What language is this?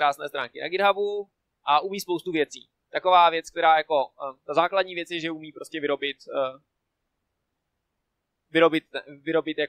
Czech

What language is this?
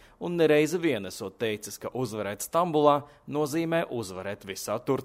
Latvian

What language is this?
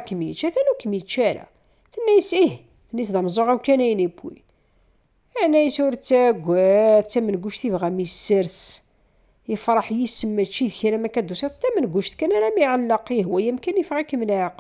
Kabyle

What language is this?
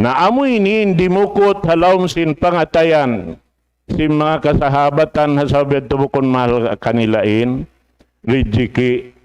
Tausug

